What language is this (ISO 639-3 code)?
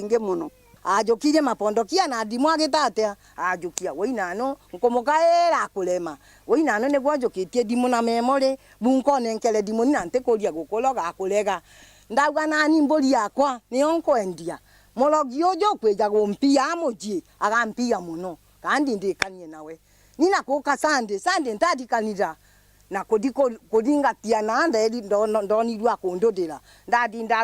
mer